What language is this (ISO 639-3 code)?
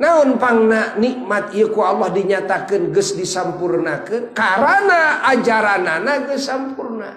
sun